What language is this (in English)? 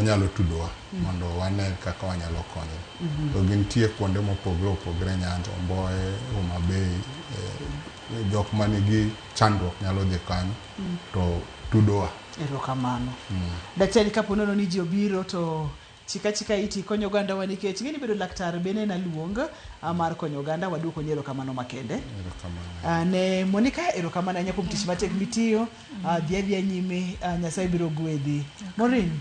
Luo (Kenya and Tanzania)